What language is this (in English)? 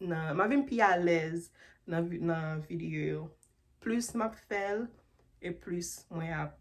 Haitian Creole